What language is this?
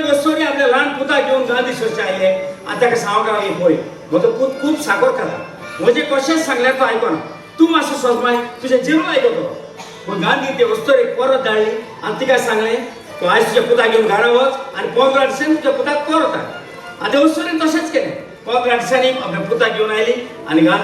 Konkani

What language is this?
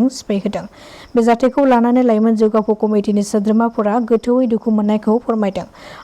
Bodo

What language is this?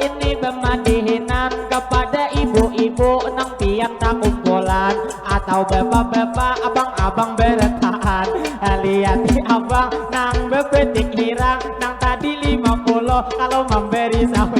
Banjar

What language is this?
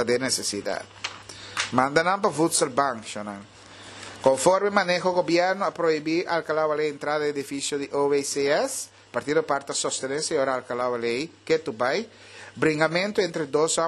Papiamento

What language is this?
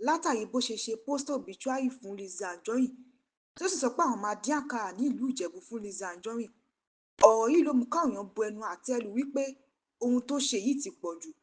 Yoruba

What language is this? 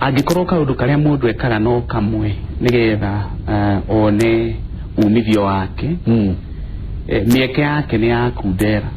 Kikuyu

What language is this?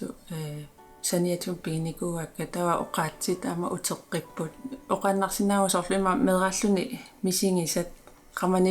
Kalaallisut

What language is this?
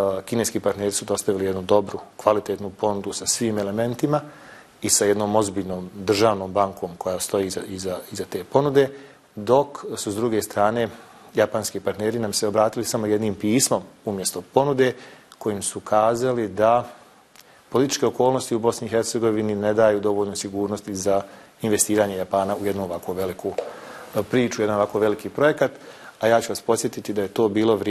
Bosnian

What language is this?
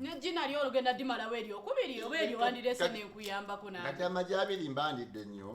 Ganda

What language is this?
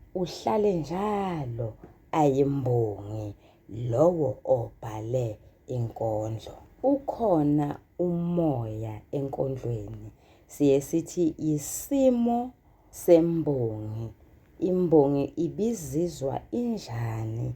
Zulu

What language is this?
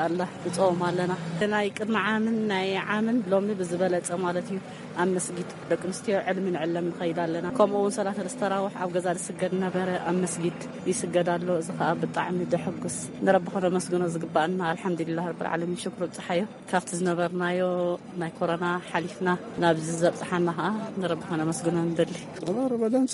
Tigrinya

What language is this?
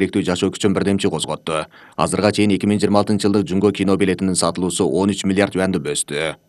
Kyrgyz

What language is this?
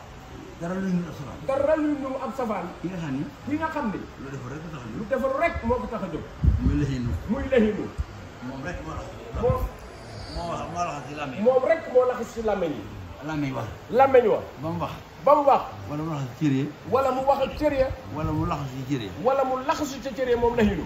Wolof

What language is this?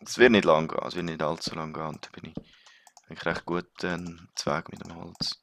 Swiss German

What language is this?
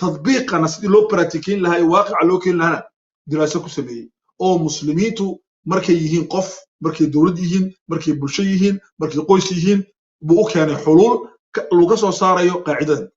Somali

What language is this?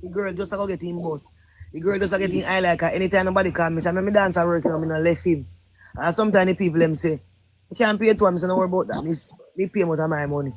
Jamaican Creole English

